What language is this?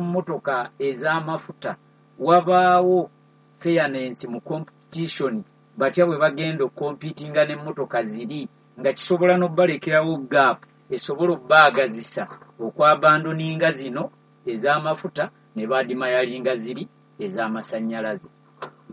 Ganda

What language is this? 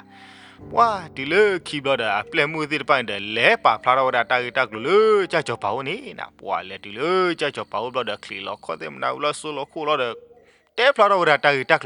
S'gaw Karen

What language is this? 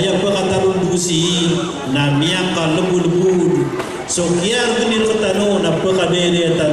Maranao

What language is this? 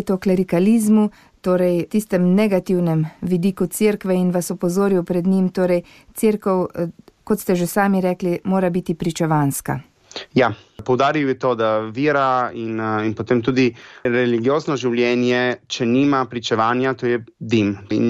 Slovenian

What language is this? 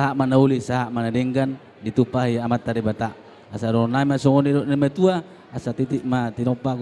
Batak Toba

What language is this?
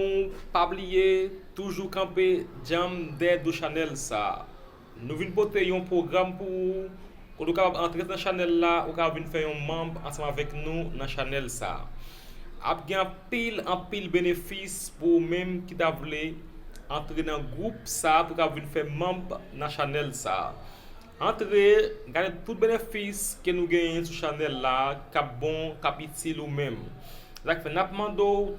Haitian Creole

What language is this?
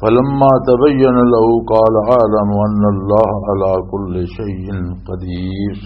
Western Panjabi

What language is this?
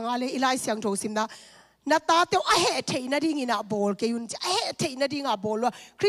Tedim Chin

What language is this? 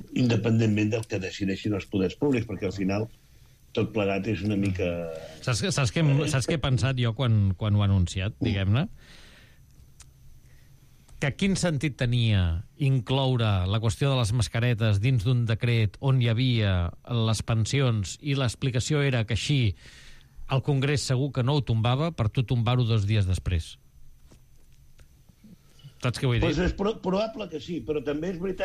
Catalan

